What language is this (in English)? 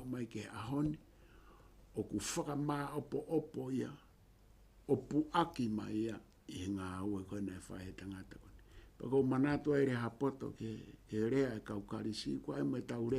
Tongan